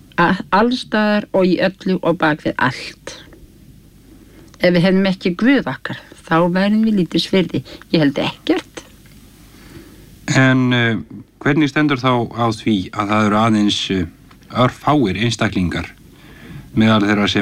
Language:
Icelandic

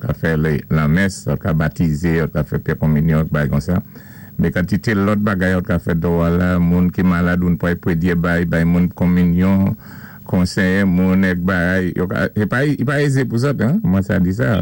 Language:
Saint Lucian Creole French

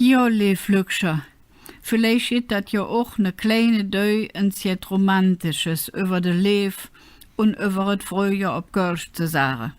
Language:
Colognian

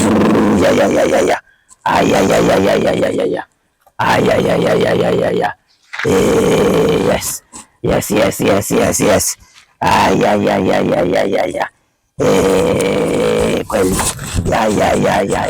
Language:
Kamba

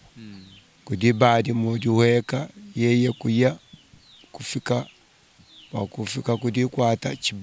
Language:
Luba-Lulua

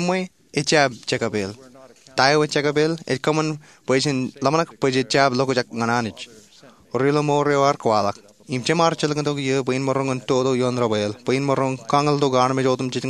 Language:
Marshallese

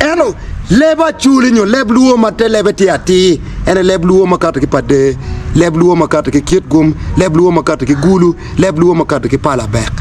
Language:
Acoli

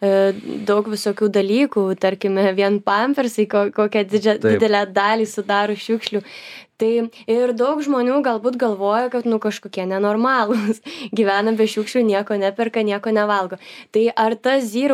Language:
Lithuanian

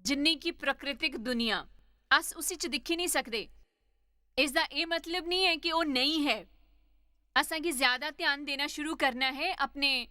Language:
Dogri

